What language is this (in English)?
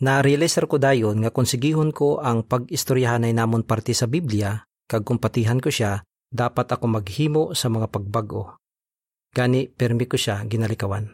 Hiligaynon